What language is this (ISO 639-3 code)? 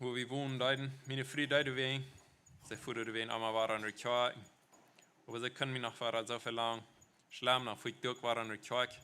pdt